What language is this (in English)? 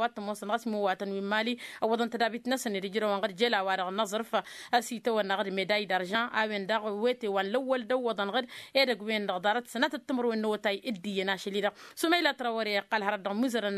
Tamasheq